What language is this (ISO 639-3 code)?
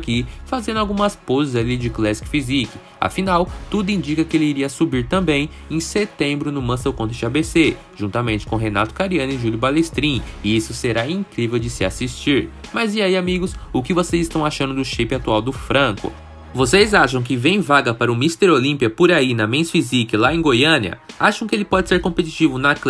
por